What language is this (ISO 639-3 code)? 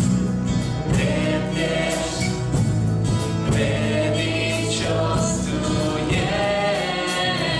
ron